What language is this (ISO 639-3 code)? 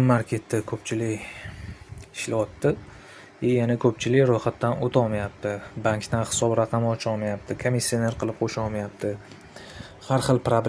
uzb